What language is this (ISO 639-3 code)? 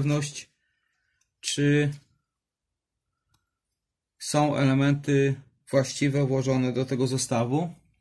pol